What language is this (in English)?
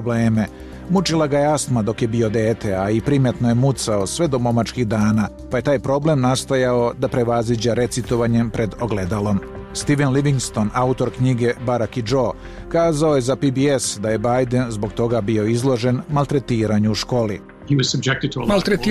Serbian